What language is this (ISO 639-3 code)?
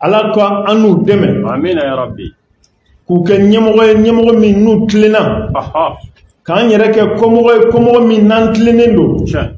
bam